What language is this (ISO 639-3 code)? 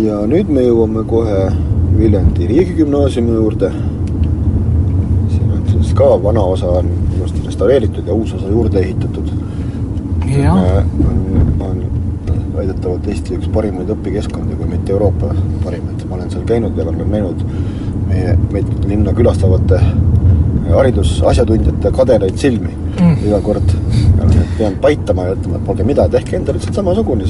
est